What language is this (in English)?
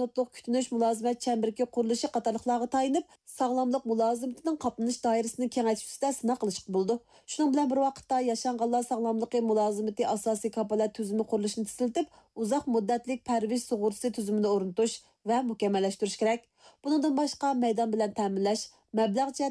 Uyghur